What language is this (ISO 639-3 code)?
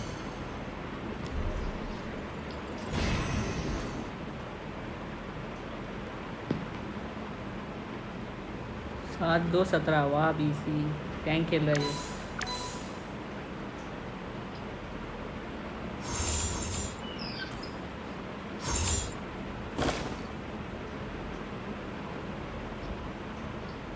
hin